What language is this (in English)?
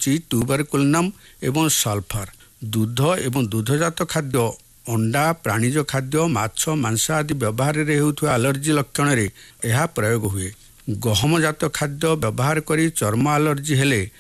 Odia